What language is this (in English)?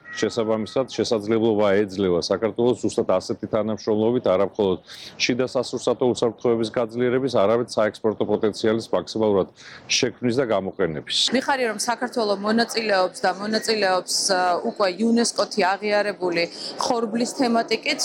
Georgian